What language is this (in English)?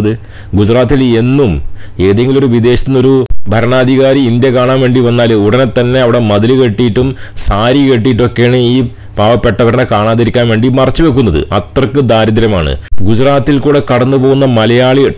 Malayalam